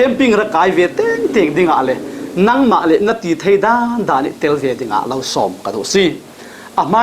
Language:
Falam Chin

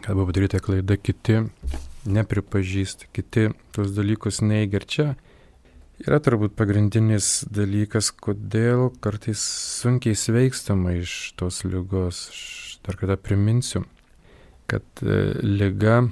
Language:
Lithuanian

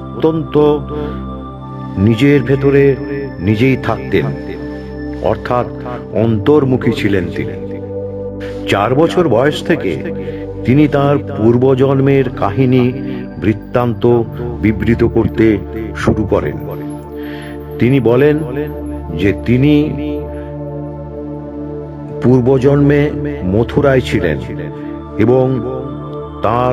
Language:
Bangla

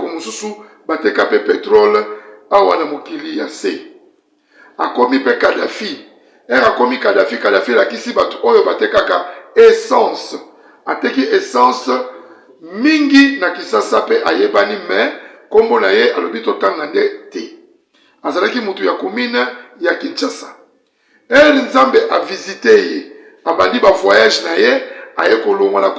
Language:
Lingala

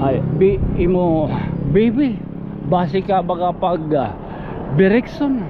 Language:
Waray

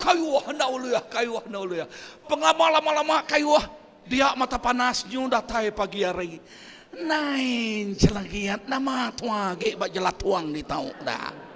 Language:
Iban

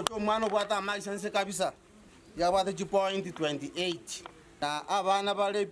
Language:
Gusii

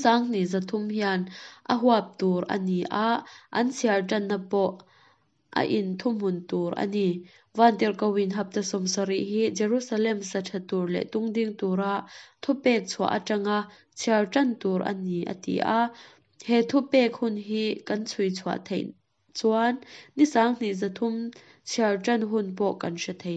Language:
Mizo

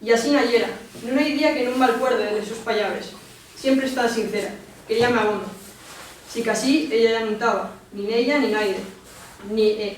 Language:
Asturian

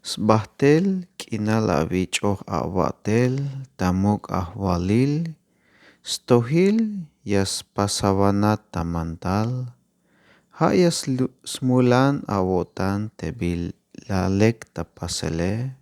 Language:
Tzeltal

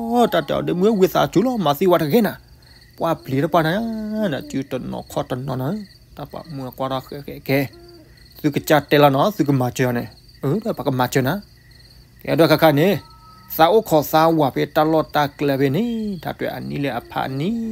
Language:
S'gaw Karen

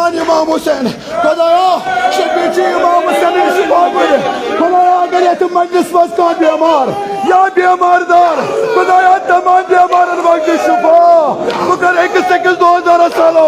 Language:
Kashmiri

